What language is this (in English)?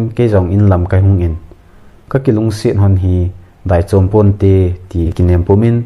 Thado Chin